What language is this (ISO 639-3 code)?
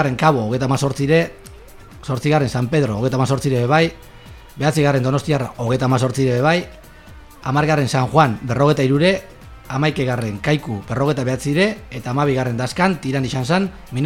eus